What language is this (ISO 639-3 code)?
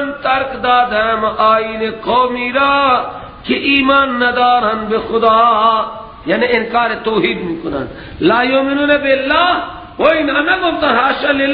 fas